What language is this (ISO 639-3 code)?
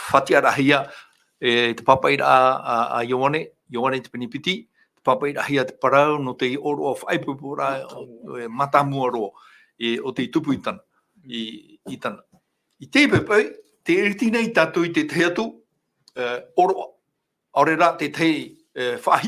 tah